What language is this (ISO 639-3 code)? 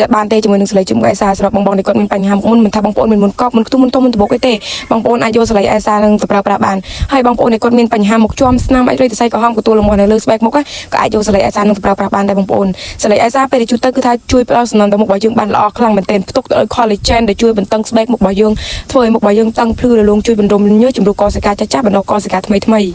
khm